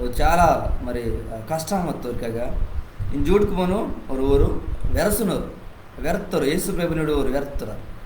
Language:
Koya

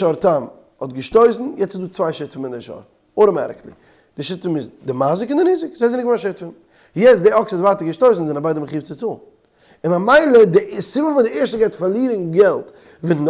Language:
Yiddish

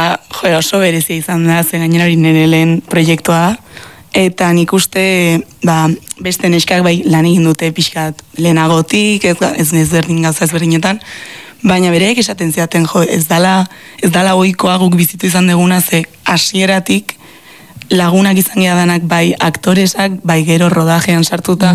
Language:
Basque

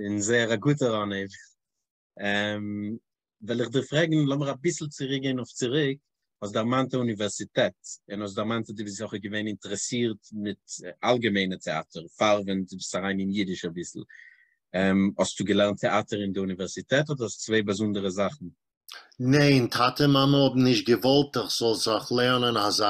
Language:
Yiddish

